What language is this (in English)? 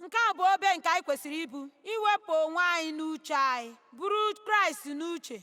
Igbo